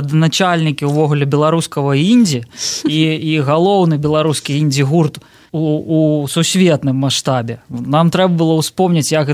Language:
Belarusian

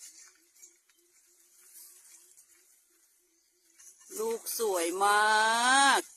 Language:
Lao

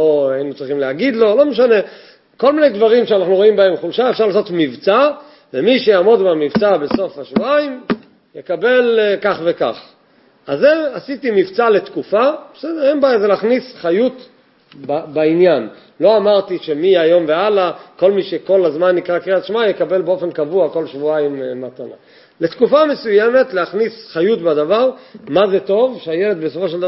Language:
Hebrew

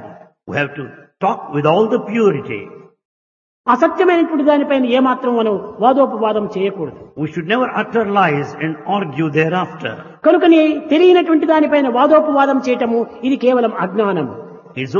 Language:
Telugu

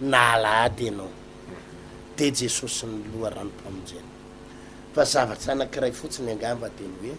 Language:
Malagasy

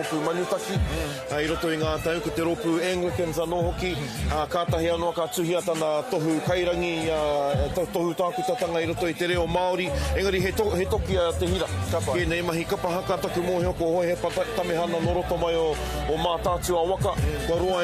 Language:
Māori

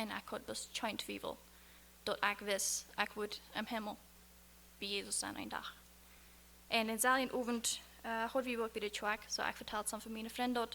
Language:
Plautdietsch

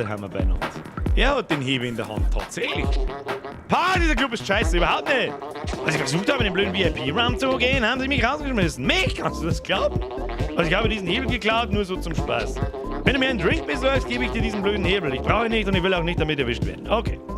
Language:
Bavarian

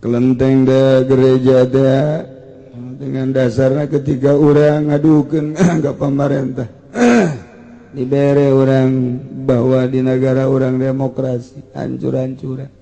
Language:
Sundanese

